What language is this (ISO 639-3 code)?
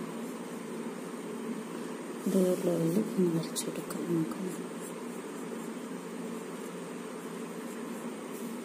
mal